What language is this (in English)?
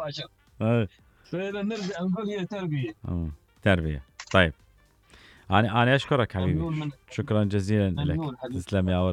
Mesopotamian Arabic